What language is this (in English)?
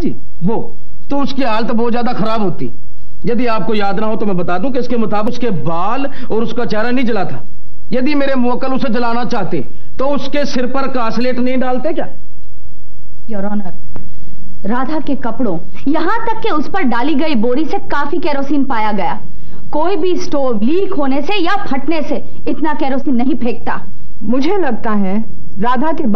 Hindi